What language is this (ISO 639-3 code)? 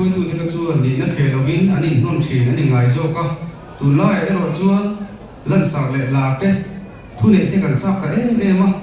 lus